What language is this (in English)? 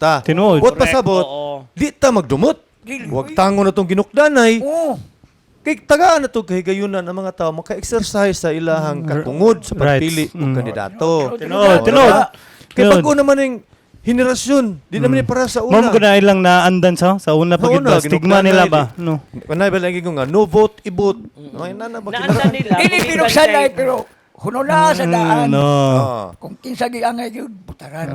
Cebuano